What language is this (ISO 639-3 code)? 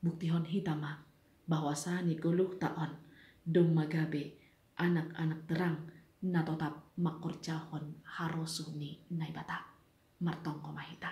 bts